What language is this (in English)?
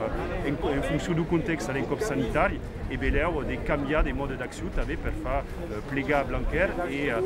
Occitan